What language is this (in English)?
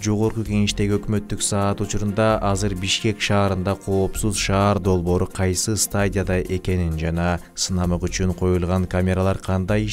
Kyrgyz